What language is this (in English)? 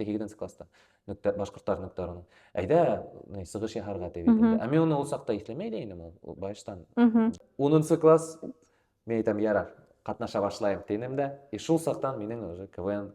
Bashkir